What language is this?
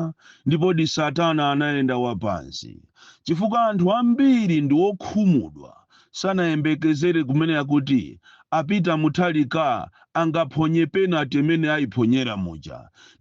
Nyanja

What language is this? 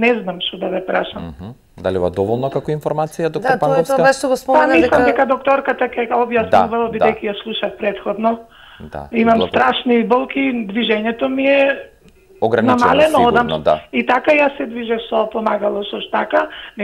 Macedonian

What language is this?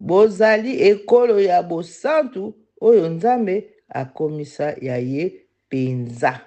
Lingala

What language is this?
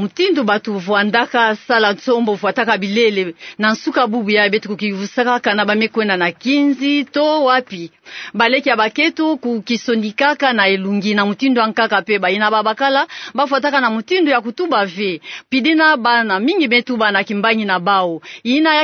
Kituba (Democratic Republic of Congo)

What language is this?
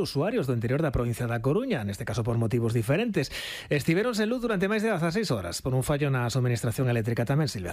Galician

